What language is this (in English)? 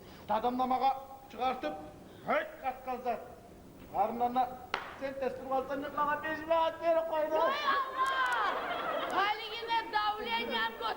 Kumyk